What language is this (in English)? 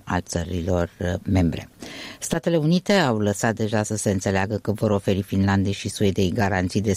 Romanian